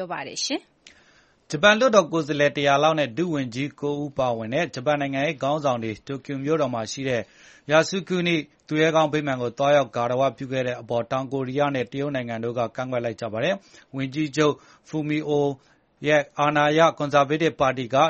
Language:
Burmese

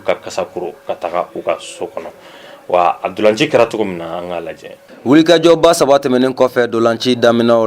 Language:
Bambara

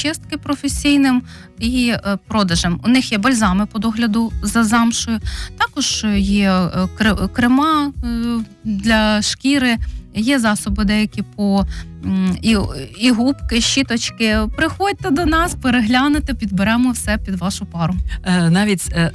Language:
Ukrainian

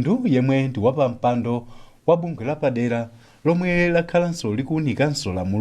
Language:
Nyanja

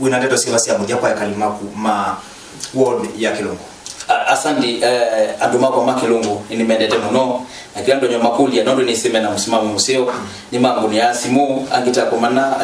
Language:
Kamba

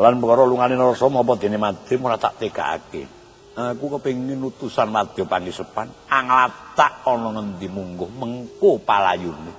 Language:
Javanese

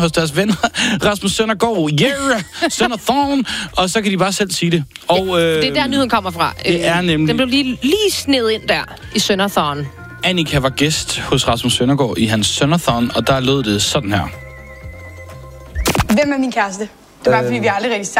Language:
Danish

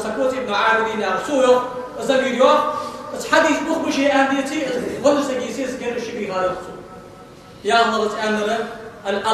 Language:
Ingush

